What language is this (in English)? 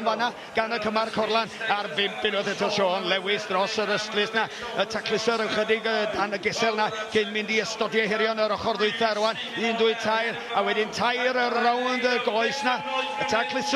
Welsh